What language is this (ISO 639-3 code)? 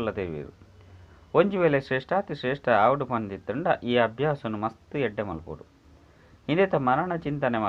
tcy